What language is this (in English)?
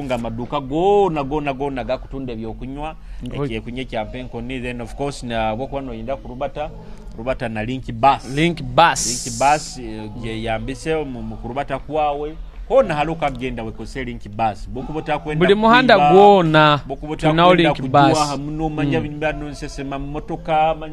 Nyoro